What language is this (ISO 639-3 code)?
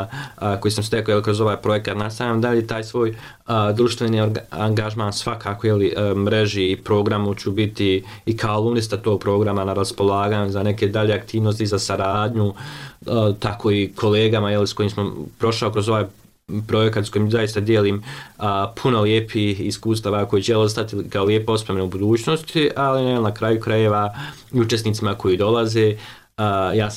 bos